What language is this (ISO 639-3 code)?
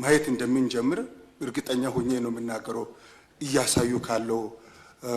amh